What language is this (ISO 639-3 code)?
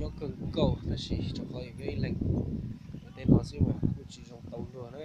hmn